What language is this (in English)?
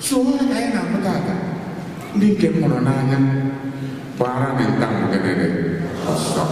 Igbo